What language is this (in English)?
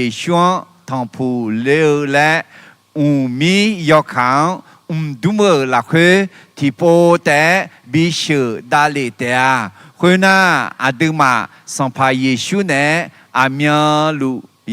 Akha